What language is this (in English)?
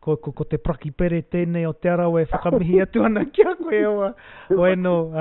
Māori